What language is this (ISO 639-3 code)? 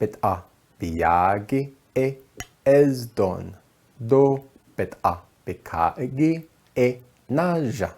nav